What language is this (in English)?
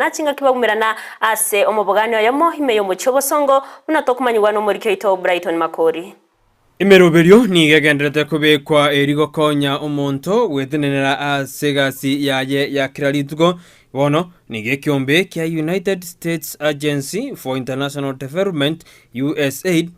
Gusii